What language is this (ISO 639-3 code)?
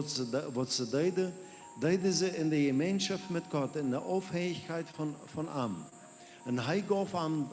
pdt